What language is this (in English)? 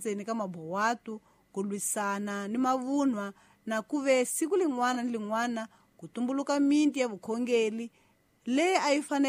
Tsonga